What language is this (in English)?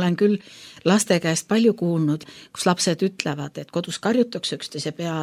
Estonian